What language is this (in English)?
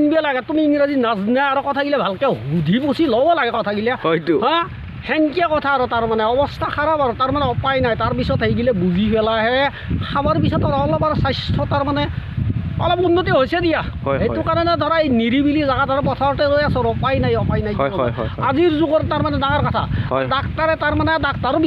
Assamese